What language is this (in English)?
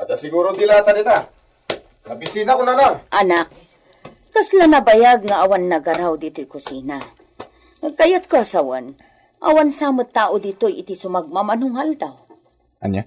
Iloko